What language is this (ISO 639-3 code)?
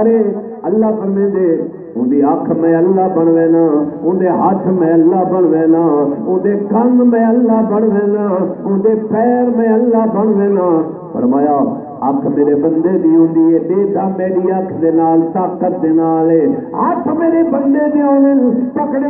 skr